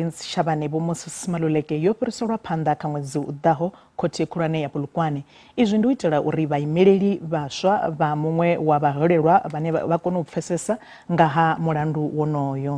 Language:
Venda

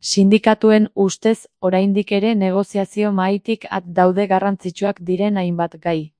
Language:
Basque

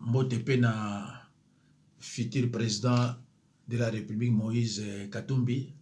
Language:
Lingala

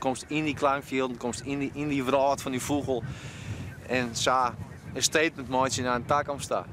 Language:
Western Frisian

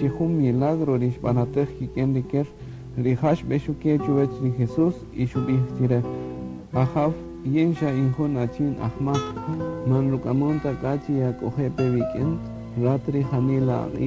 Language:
Kaqchikel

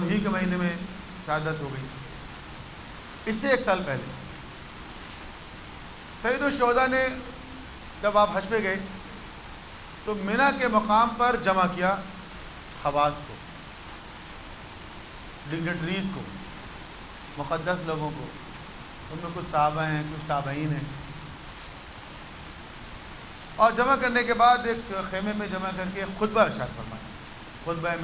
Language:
Urdu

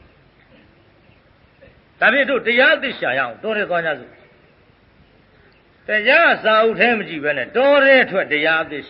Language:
Burmese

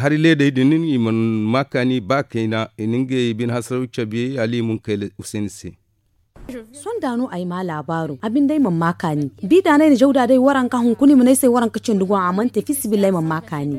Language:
Zarma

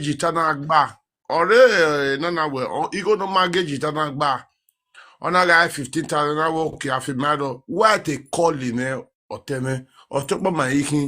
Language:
Nigerian Pidgin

